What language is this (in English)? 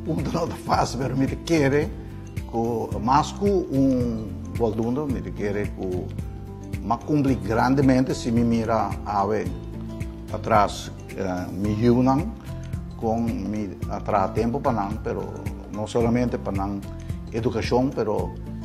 Papiamento